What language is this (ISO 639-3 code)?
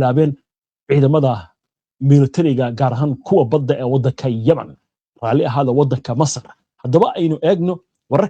som